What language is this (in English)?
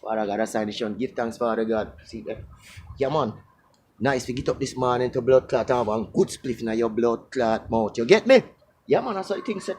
Jamaican Creole English